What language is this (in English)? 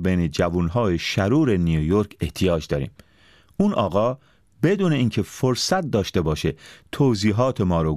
Persian